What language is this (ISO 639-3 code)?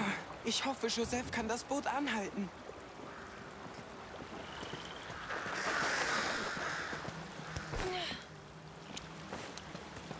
deu